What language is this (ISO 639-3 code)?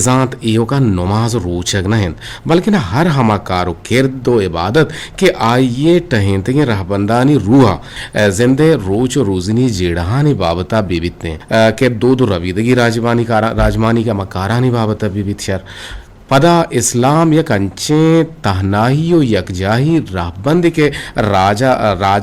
bgp